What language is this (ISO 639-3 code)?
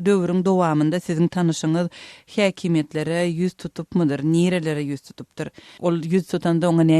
tuk